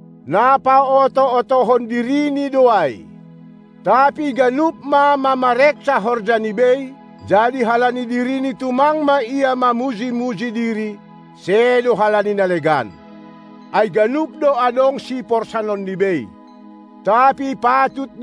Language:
Batak Simalungun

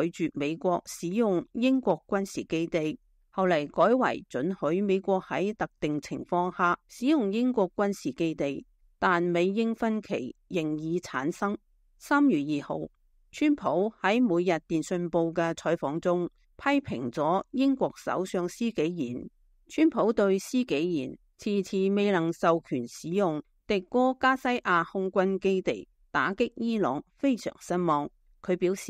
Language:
Cantonese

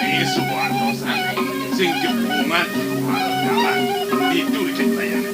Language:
Balinese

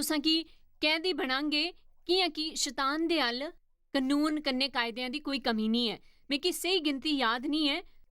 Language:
Dogri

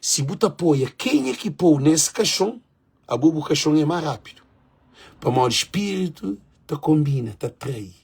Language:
Kabuverdianu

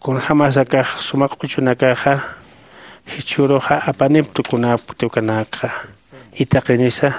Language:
Aymara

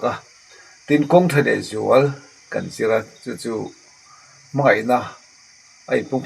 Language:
Mizo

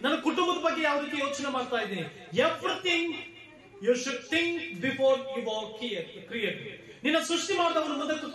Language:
Kannada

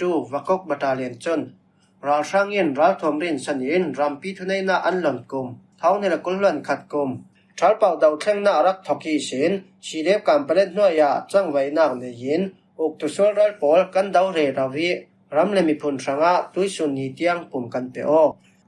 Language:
Falam Chin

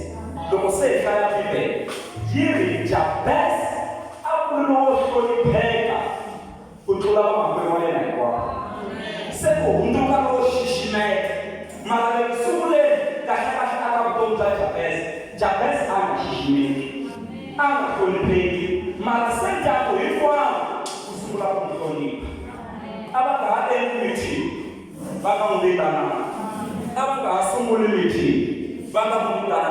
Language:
Tsonga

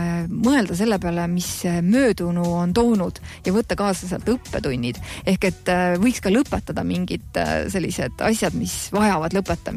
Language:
Estonian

